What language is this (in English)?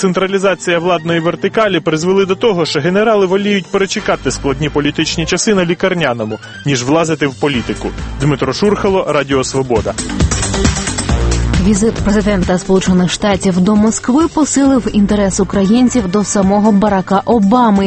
Ukrainian